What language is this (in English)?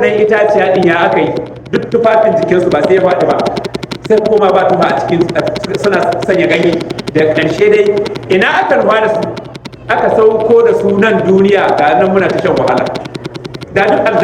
Hausa